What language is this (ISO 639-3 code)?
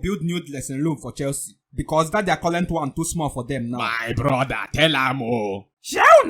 pcm